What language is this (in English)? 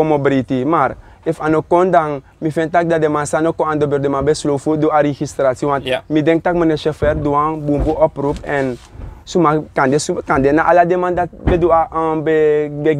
Sranan Tongo